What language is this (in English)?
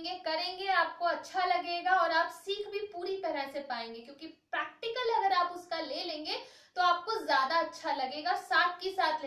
Hindi